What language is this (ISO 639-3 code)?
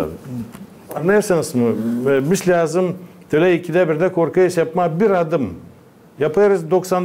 gag